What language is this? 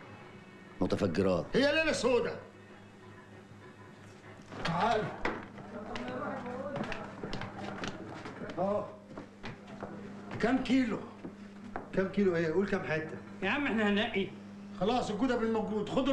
Egyptian Arabic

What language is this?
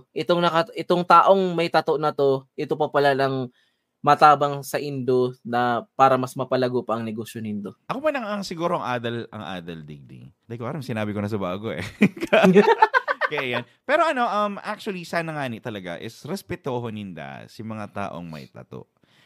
Bikol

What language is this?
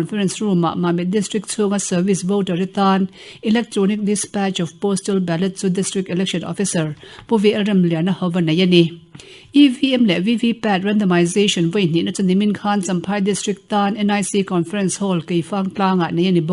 Mizo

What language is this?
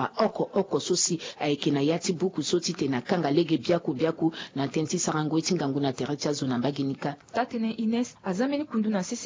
Sango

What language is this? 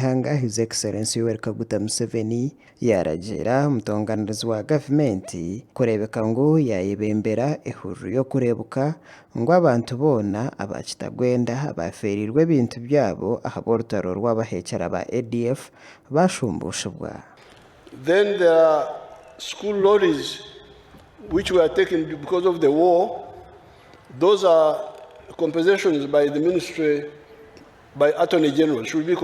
Nyankole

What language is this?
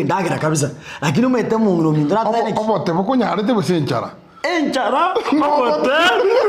Gusii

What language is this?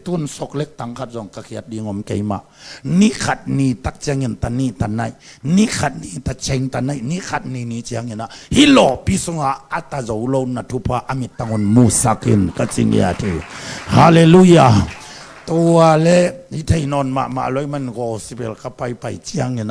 Tedim Chin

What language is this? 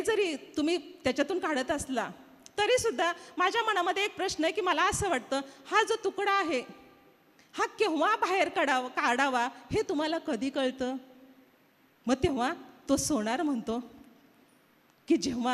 Marathi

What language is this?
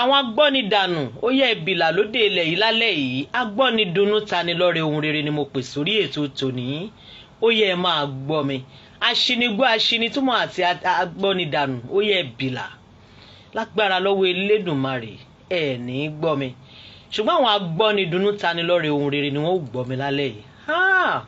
Yoruba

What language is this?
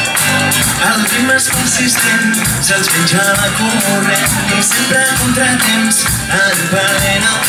Catalan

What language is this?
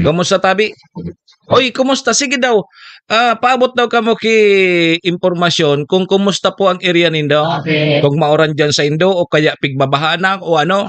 Bikol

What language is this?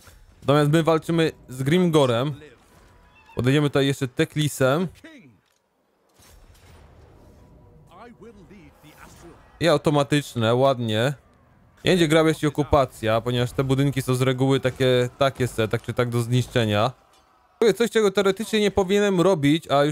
Polish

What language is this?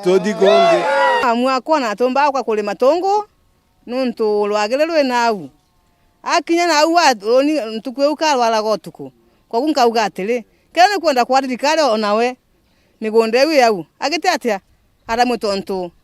Meru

